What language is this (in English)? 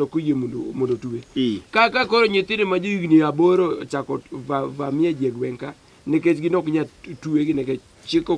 Luo (Kenya and Tanzania)